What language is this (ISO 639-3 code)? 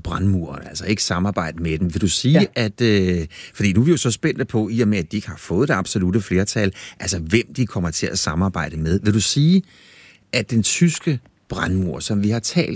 dan